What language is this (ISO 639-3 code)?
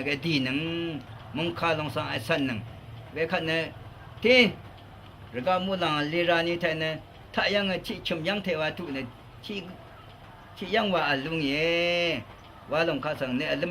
raw